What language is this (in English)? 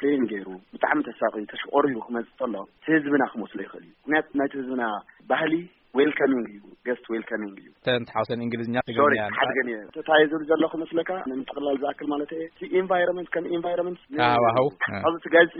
Tigrinya